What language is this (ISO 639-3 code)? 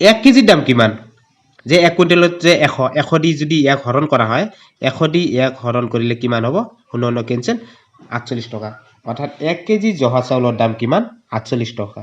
asm